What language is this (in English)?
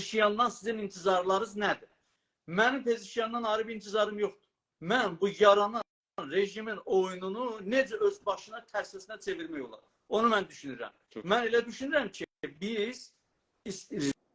South Azerbaijani